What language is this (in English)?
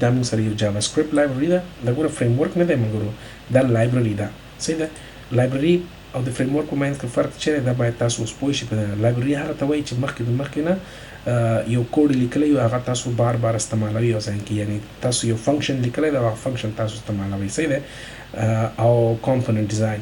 Pashto